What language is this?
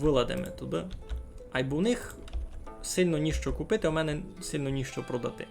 Rusyn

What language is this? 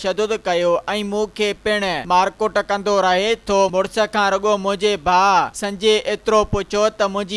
Sindhi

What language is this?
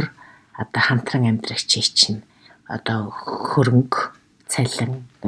Mongolian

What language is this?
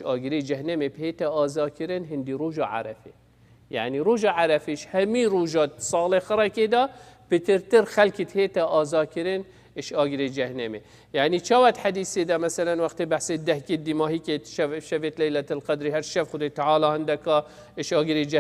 Kurdish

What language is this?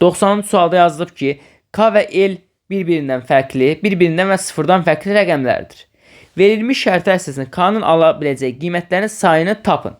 Azerbaijani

